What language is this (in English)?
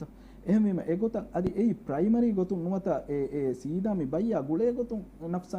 Divehi